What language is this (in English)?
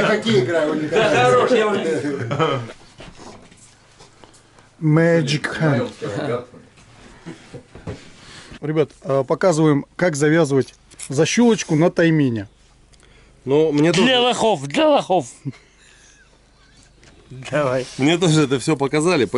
Russian